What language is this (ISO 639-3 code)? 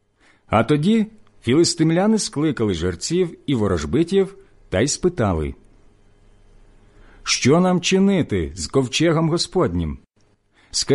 ukr